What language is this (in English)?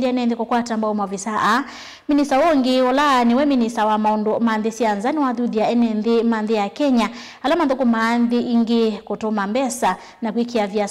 Kamba